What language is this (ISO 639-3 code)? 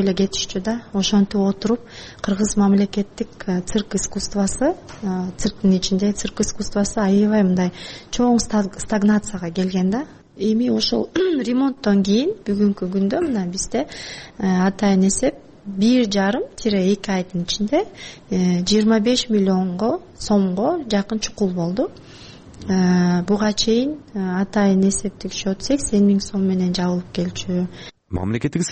kir